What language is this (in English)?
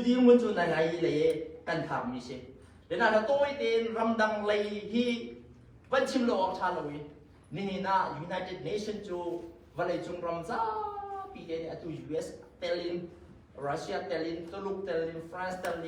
Hakha Chin